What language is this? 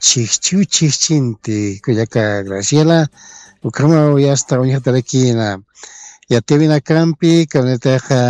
Aymara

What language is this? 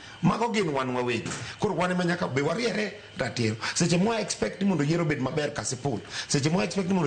Luo (Kenya and Tanzania)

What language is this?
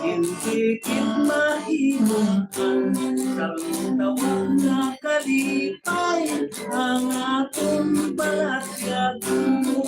Hiligaynon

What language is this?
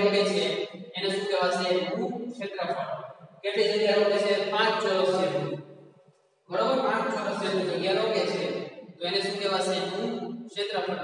Gujarati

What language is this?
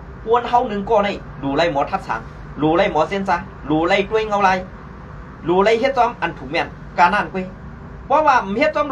Shan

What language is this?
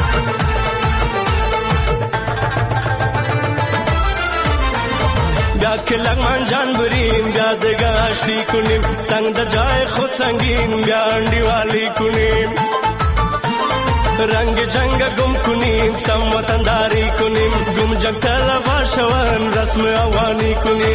Persian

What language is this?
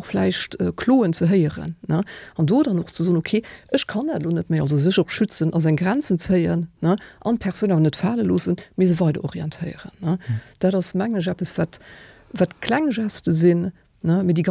Luxembourgish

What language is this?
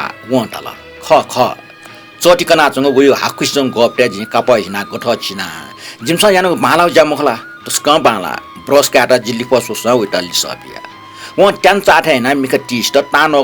Newari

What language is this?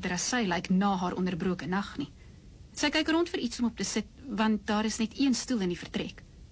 Afrikaans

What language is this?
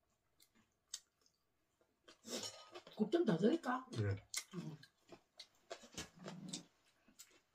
Korean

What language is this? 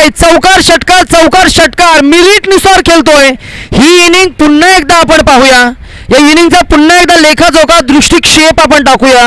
Marathi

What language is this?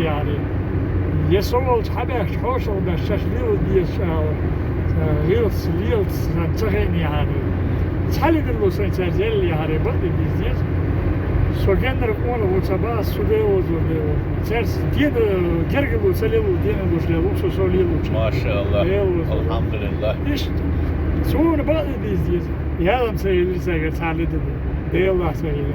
Chechen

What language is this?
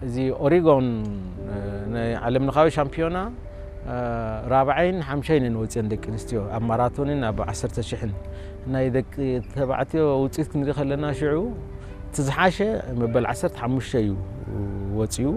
Tigrinya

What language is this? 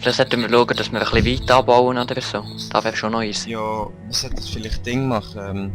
Swiss German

